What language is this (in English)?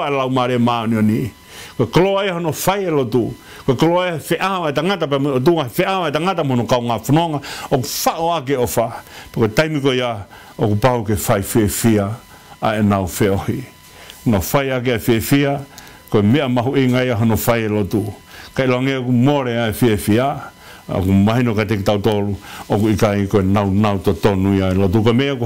Tongan